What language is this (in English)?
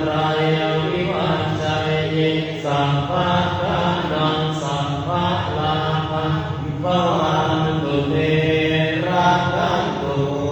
Pali